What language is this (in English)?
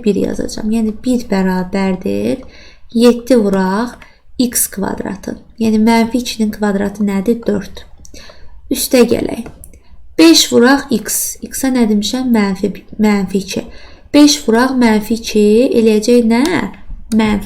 Azerbaijani